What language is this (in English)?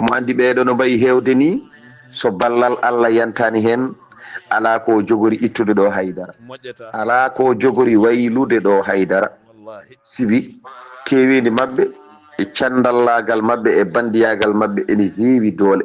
Fula